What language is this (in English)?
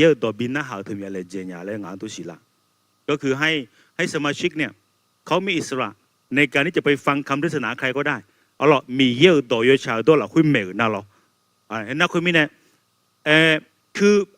Akha